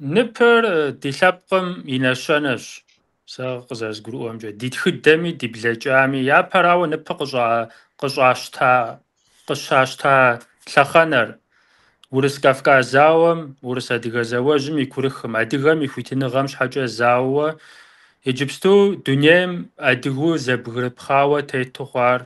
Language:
Kabardian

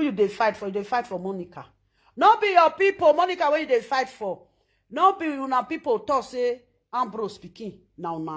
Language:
Nigerian Pidgin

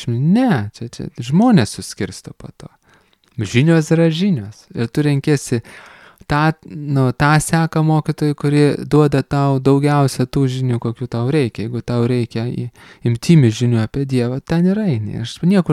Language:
Lithuanian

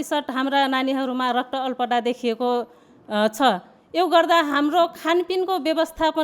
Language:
Nepali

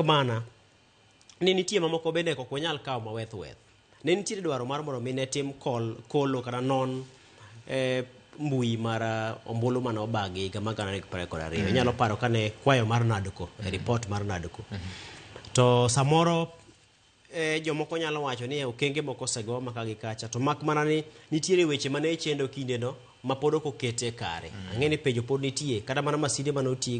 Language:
Luo (Kenya and Tanzania)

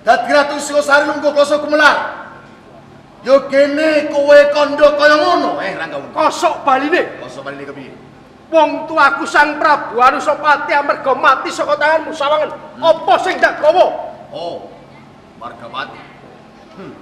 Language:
Javanese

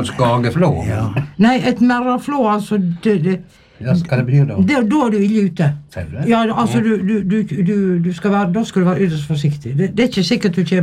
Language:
Norwegian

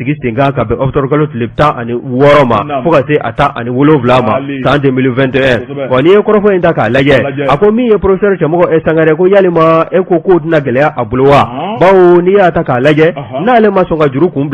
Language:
Bambara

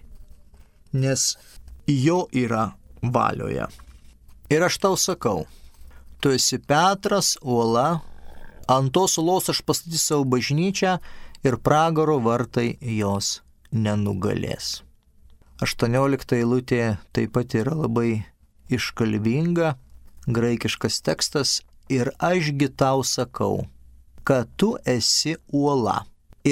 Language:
Lithuanian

